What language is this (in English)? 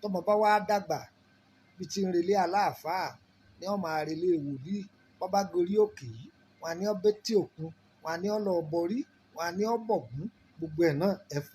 Yoruba